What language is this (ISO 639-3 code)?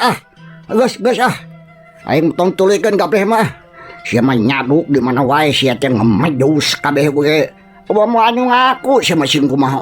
sun